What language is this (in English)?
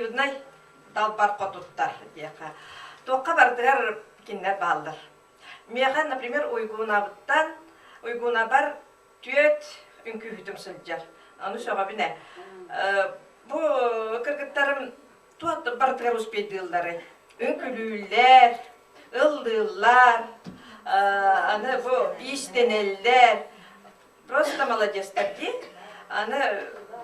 Yakut